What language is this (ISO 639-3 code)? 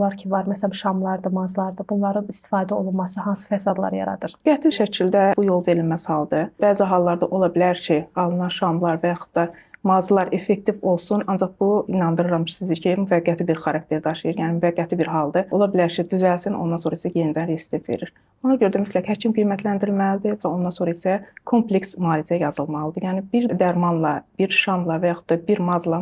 aze